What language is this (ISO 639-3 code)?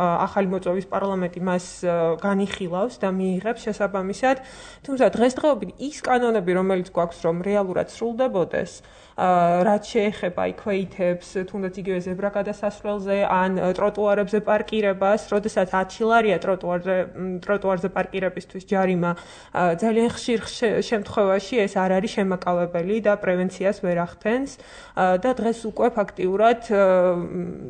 kat